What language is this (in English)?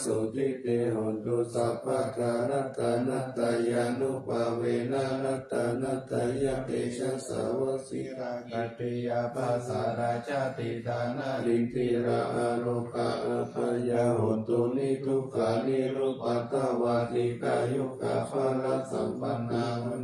Pali